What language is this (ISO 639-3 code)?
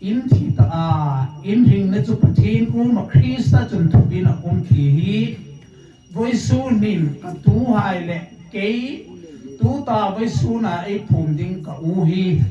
hmr